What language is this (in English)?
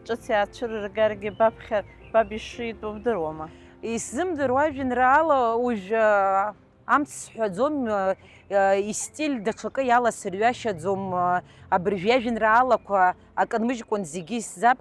Abkhazian